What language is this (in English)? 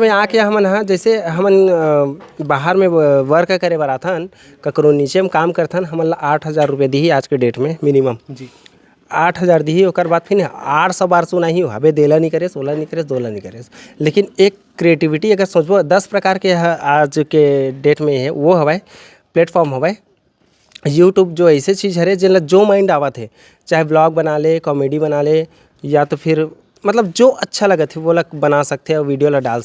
Chhattisgarhi